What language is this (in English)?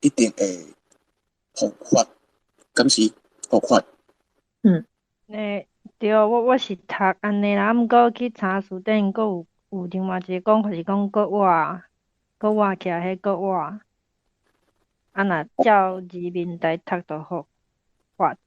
Min Nan Chinese